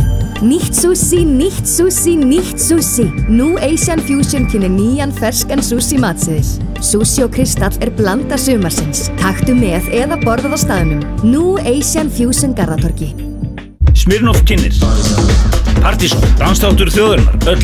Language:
Icelandic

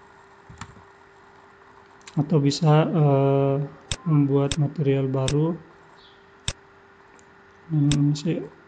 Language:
Indonesian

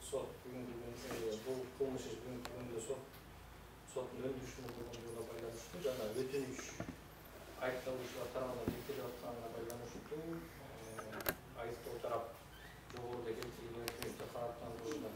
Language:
Kyrgyz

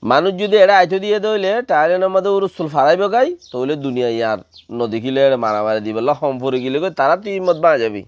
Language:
Rohingya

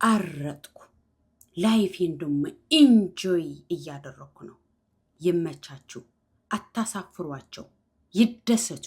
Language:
Amharic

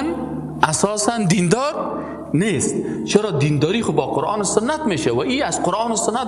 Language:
Persian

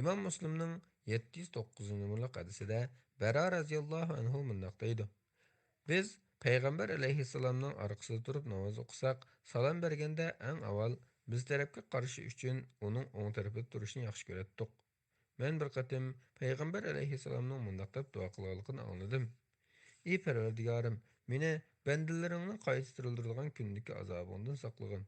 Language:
Uyghur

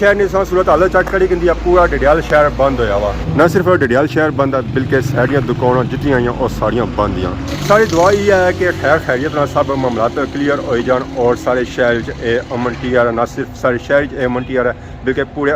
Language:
Pahari-Potwari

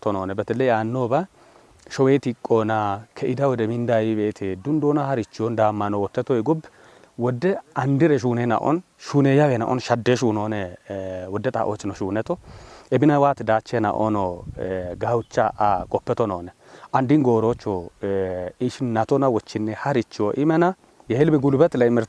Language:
Kafa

